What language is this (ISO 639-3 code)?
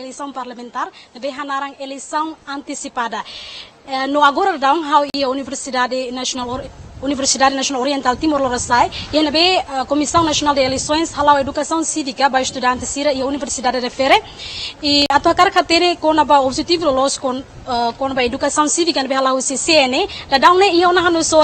tet